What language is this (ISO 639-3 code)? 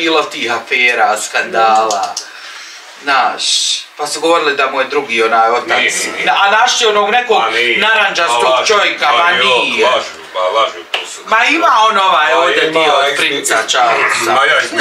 bos